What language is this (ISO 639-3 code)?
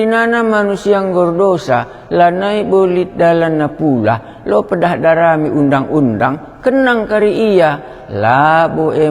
btx